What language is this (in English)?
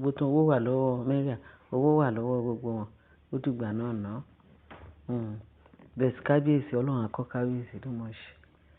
Yoruba